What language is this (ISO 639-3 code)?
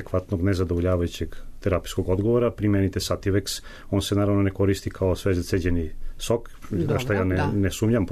srp